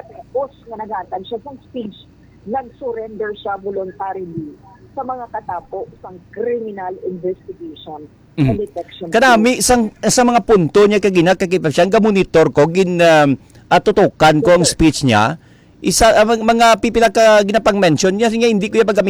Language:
Hiligaynon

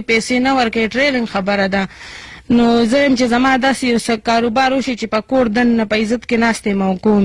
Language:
Pashto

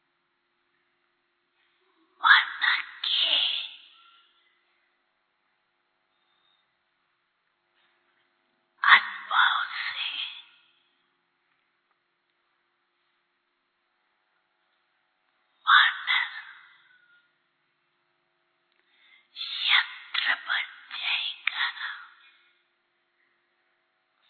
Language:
Hindi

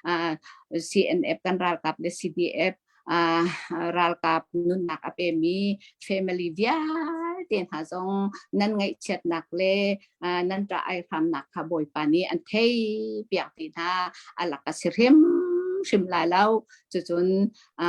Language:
Hakha Chin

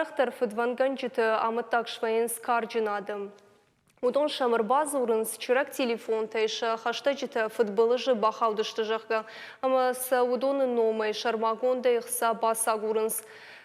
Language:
Ossetic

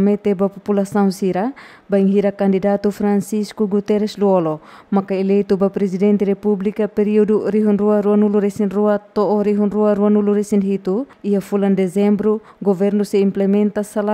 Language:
Tetum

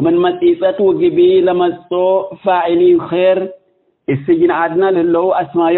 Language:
Tigre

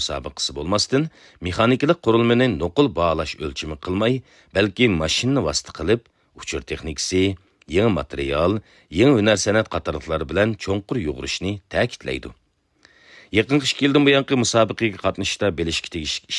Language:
Uyghur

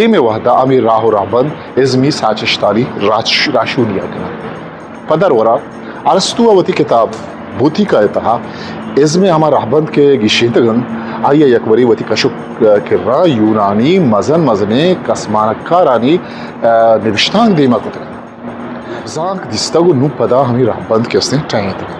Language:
Eastern Balochi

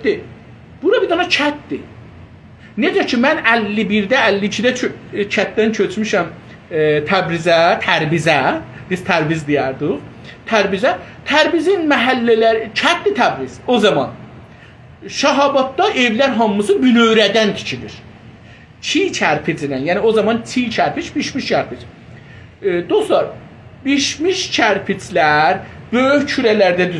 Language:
South Azerbaijani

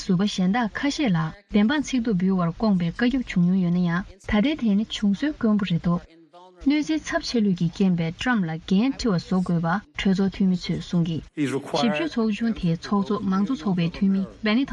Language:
Tibetan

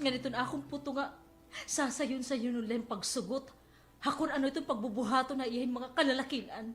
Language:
Waray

